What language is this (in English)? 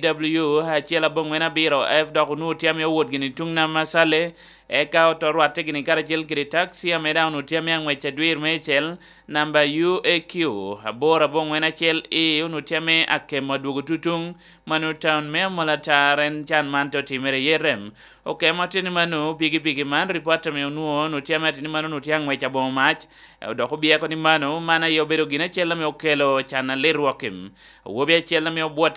Lango (Uganda)